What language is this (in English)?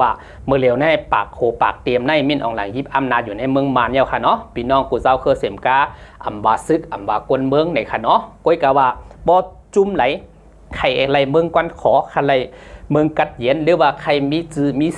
Shan